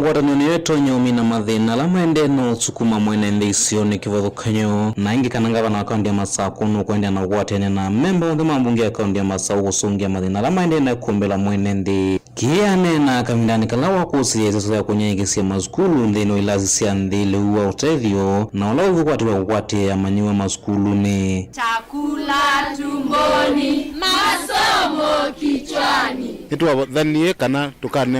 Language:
Kamba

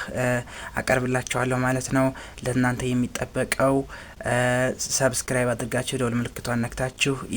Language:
Amharic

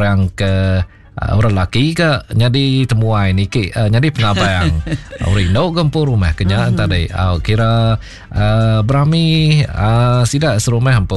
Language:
Iban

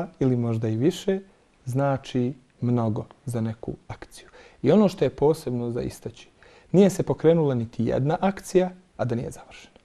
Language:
Bosnian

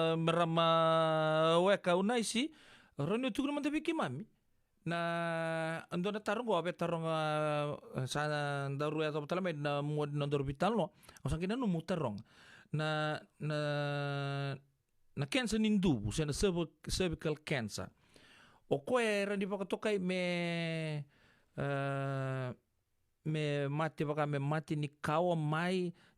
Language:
Fijian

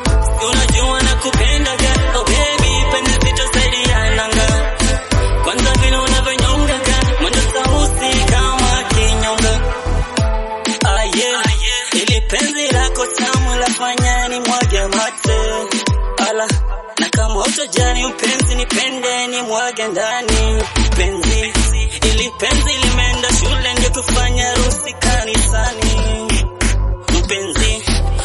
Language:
Swahili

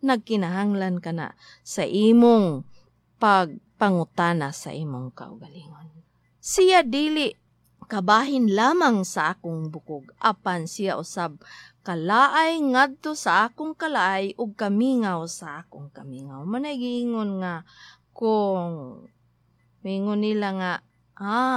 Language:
Cebuano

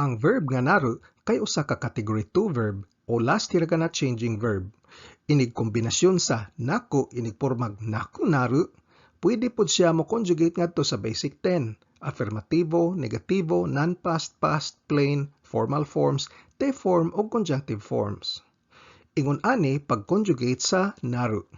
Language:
Cebuano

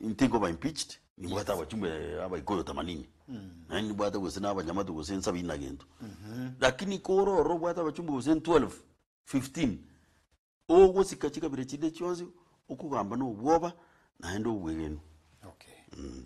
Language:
Gusii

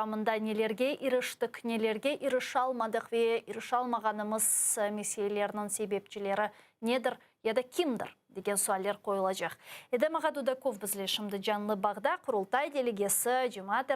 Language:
Crimean Tatar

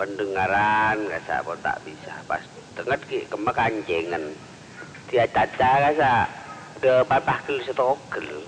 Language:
Madurese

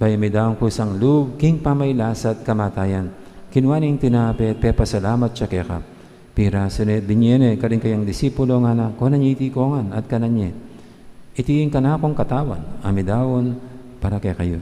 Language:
Pampanga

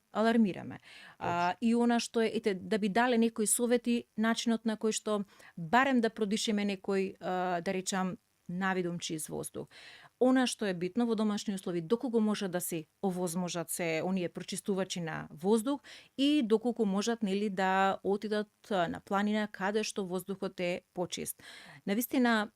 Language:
Macedonian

